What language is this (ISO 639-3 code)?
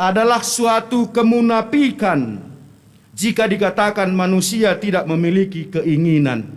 btx